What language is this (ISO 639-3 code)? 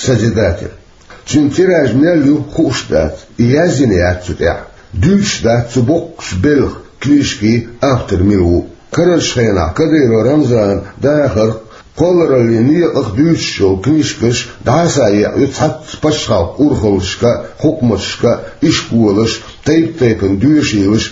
che